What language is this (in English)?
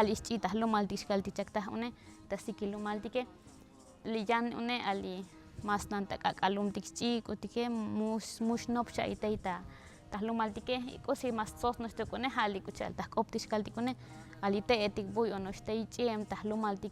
Tzotzil